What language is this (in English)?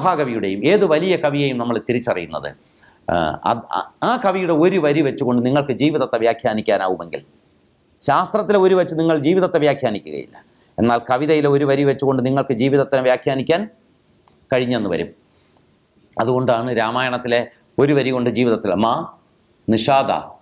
Malayalam